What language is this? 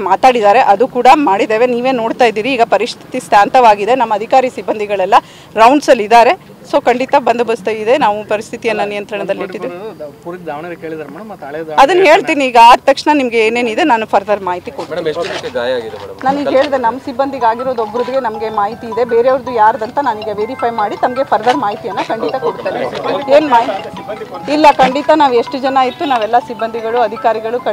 Kannada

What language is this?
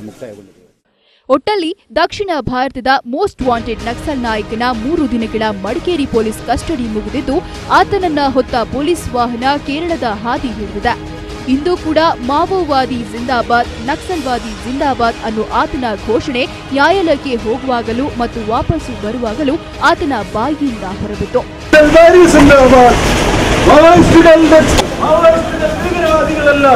Kannada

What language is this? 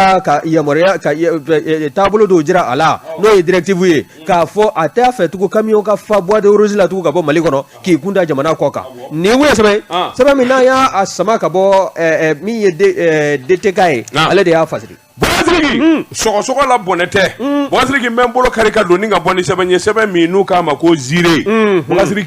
Bambara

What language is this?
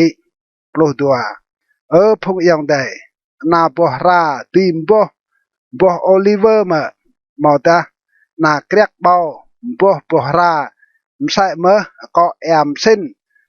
Rade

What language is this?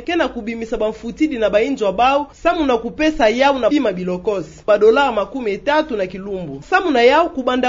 Kituba (Democratic Republic of Congo)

